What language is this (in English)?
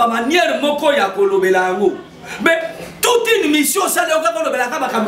Lingala